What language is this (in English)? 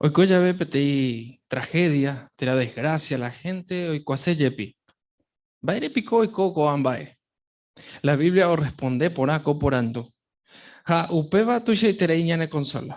Guarani